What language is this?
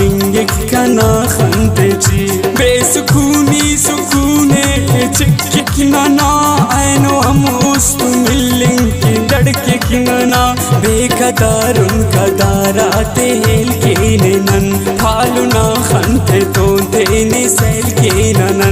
Brahui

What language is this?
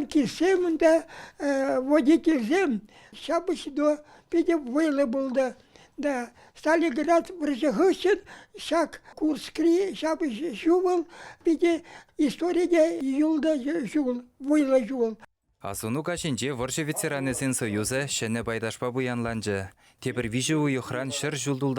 Chuvash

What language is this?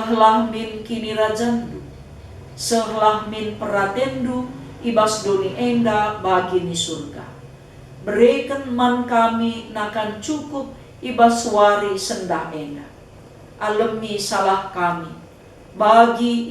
Batak Karo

